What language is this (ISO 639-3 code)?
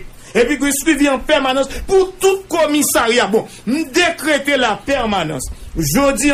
hat